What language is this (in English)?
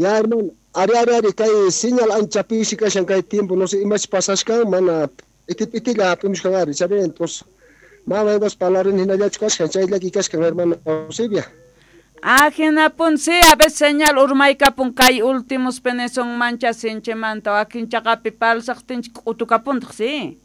South Bolivian Quechua